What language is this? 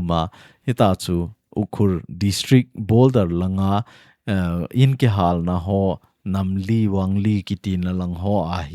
Thado Chin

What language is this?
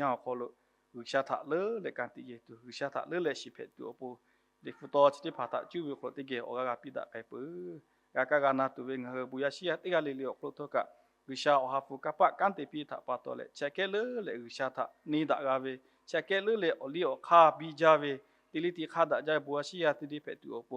Lahu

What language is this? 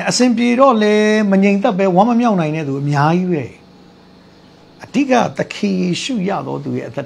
Burmese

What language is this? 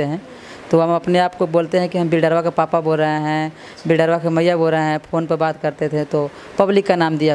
Hindi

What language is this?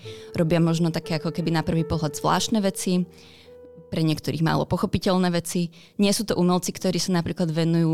Slovak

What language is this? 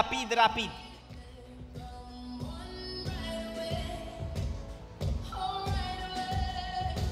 Romanian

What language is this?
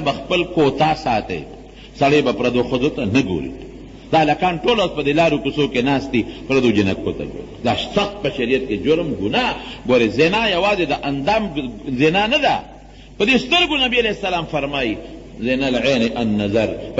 Pashto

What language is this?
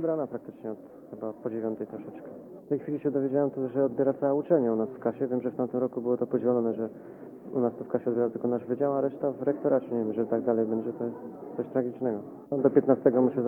Polish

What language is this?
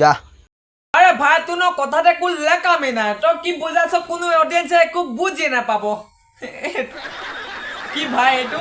Assamese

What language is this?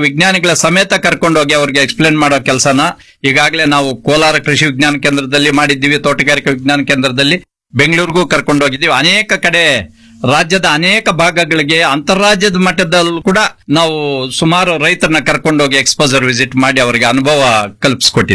Kannada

